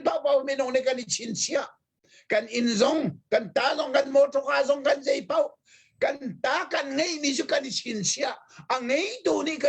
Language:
Hakha Chin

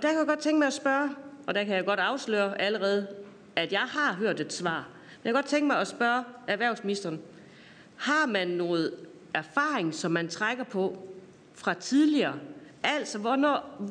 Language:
Danish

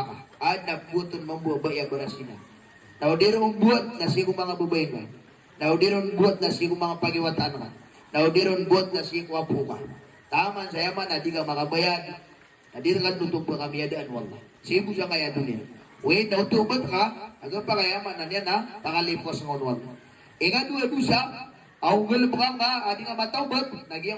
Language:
Maranao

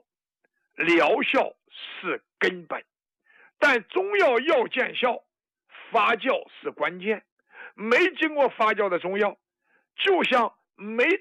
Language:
Chinese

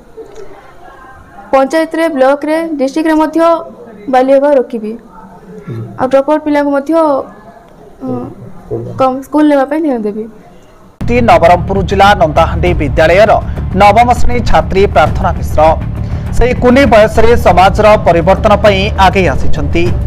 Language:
Odia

